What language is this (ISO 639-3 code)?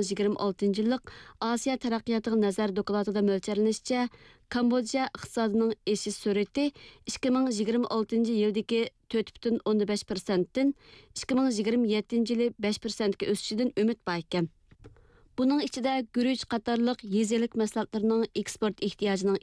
uig